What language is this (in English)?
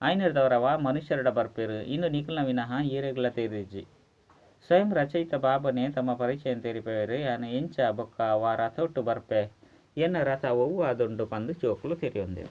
Tulu